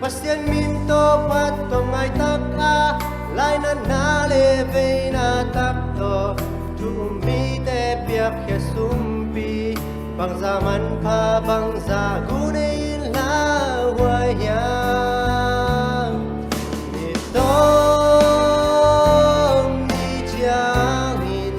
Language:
Tedim Chin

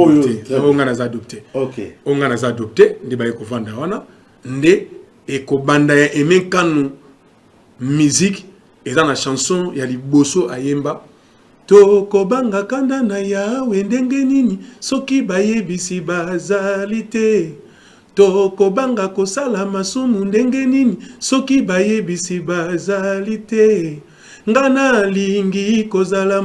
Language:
Lingala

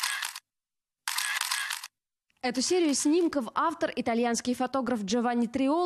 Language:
Russian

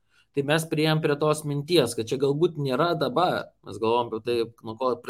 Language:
Lithuanian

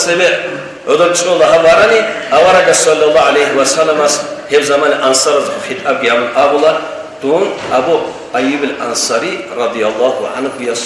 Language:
Avaric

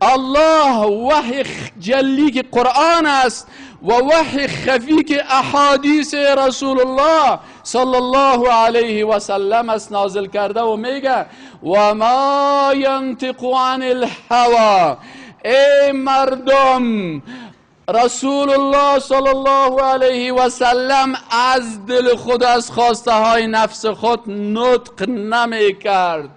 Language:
Persian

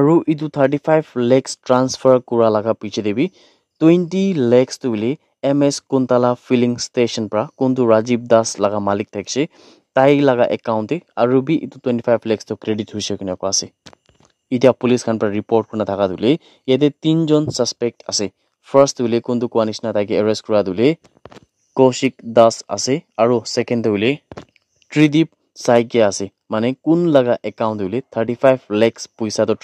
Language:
Naga Pidgin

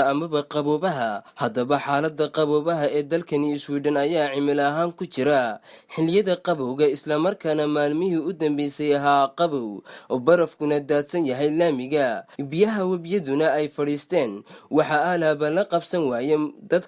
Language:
Somali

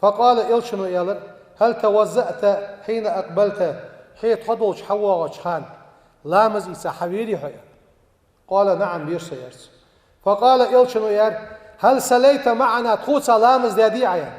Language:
Ingush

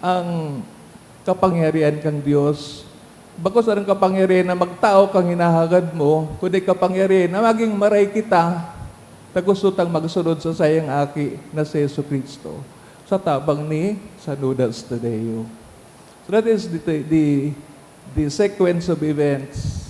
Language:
Bikol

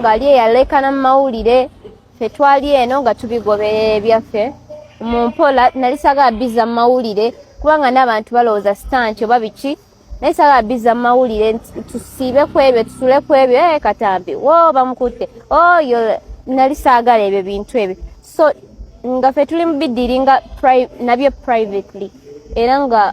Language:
Ganda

